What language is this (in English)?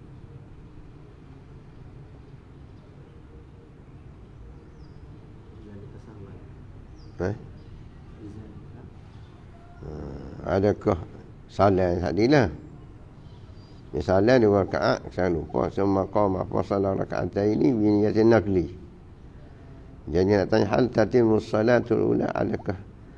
Malay